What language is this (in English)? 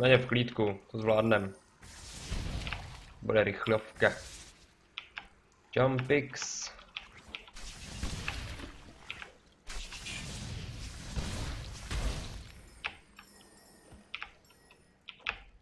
Czech